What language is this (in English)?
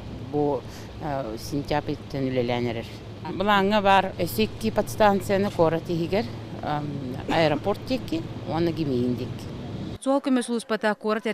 Yakut